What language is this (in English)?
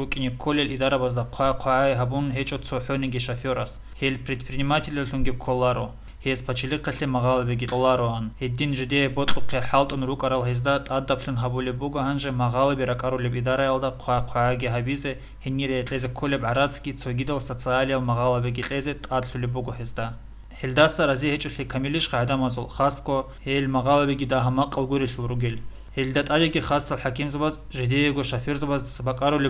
Avaric